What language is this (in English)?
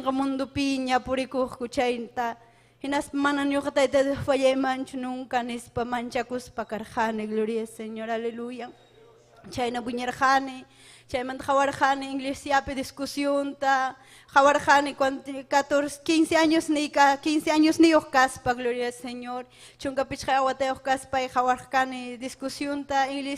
Ayacucho Quechua